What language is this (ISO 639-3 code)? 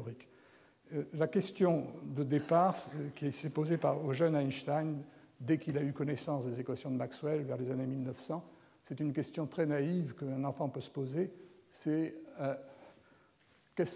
fra